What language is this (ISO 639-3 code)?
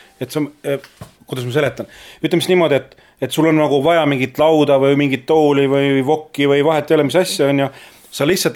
est